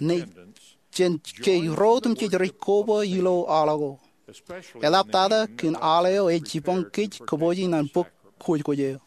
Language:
Marshallese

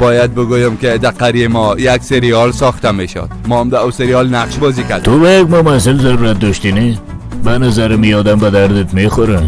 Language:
Persian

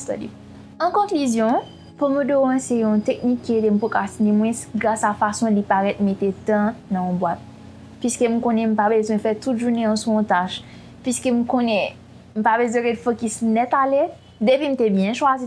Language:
Haitian Creole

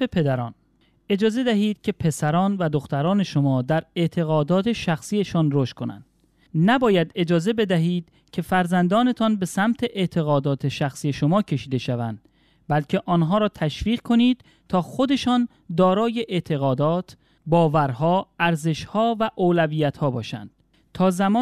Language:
Persian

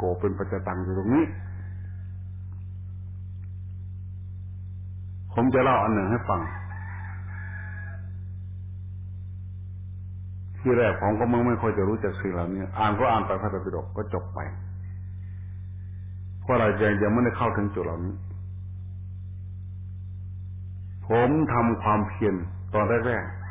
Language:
Thai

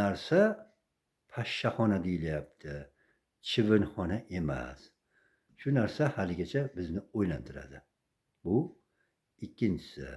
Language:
Uzbek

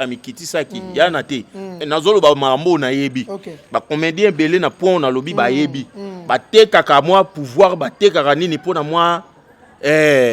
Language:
Lingala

